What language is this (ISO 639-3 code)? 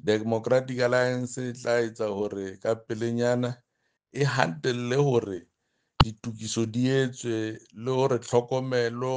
sot